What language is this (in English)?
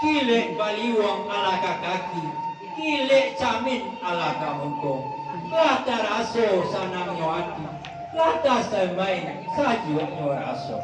Minangkabau